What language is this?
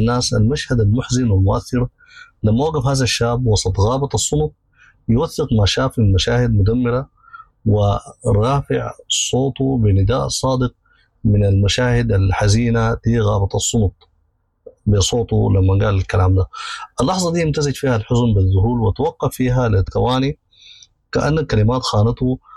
Sudanese Arabic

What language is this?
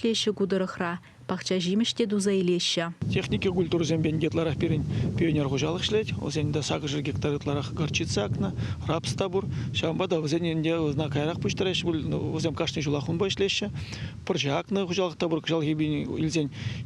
Chuvash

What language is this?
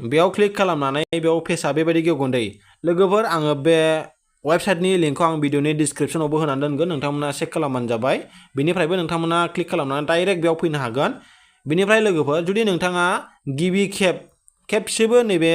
Bodo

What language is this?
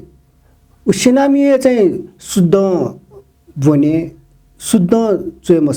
Newari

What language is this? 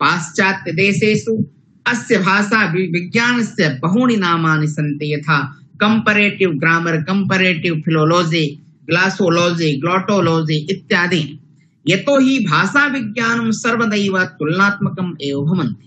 Sanskrit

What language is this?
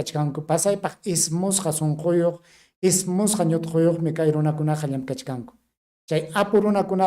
Ayacucho Quechua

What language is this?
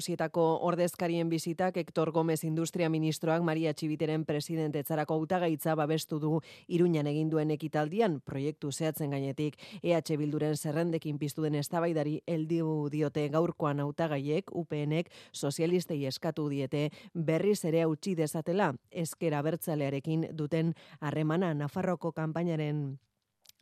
Basque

